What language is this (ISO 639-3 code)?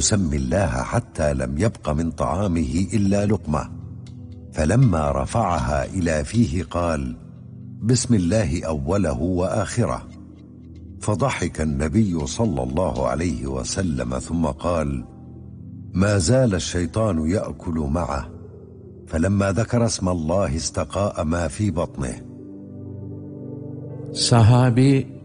tur